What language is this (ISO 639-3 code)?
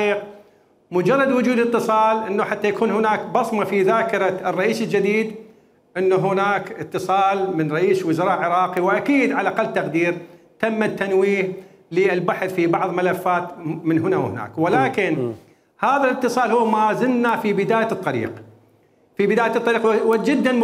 acm